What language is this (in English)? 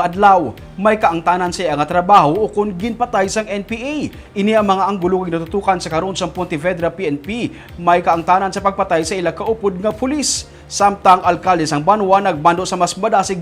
Hiligaynon